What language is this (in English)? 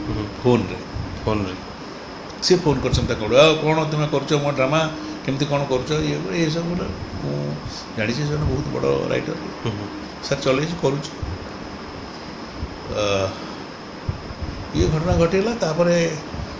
Odia